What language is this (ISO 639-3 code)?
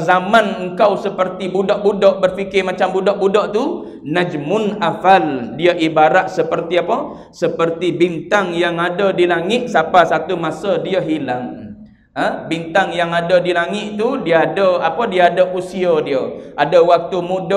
msa